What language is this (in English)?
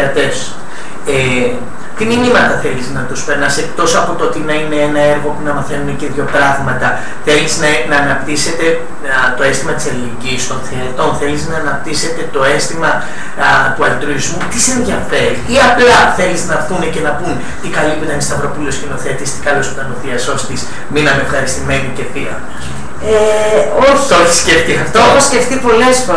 Greek